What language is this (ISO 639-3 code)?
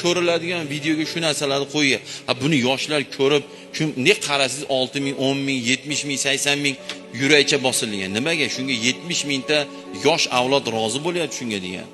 uzb